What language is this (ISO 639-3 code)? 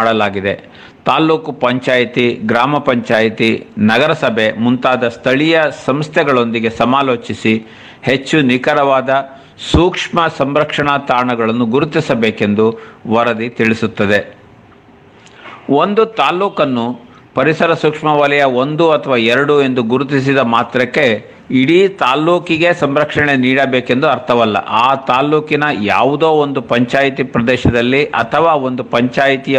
kan